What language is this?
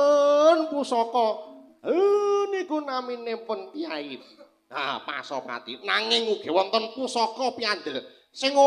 Javanese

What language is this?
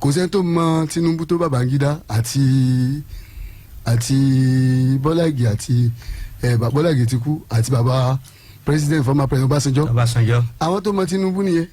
Yoruba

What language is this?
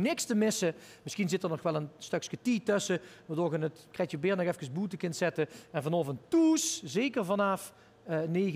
Limburgish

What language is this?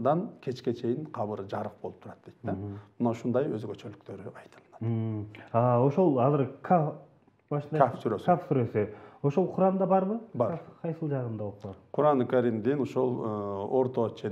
Kyrgyz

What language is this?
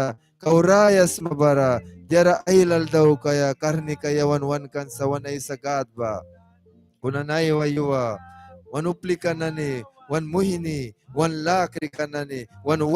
Mískito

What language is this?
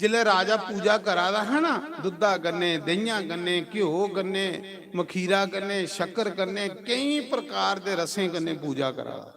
Dogri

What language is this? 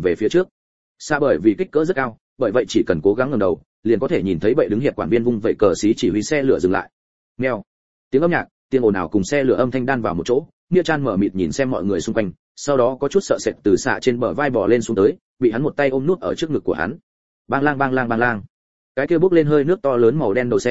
Vietnamese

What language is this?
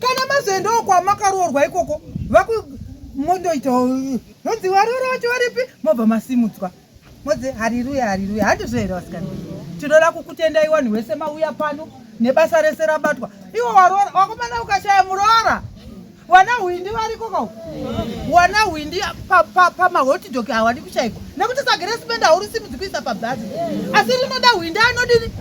Shona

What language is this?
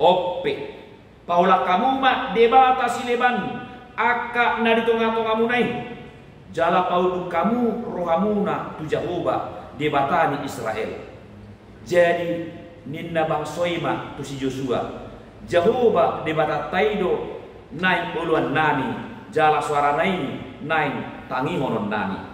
Batak Toba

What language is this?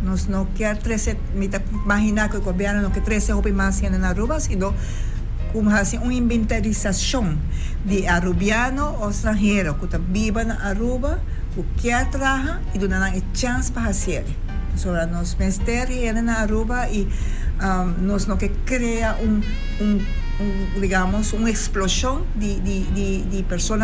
Papiamento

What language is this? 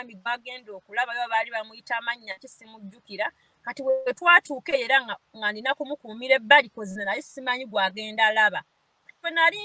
Ganda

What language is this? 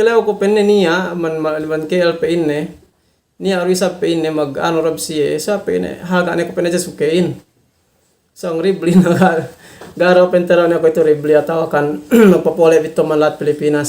Yakan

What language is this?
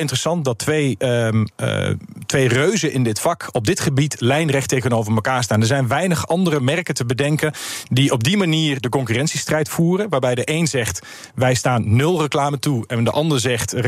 Dutch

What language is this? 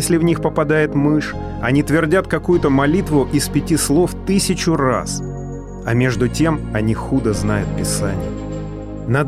Russian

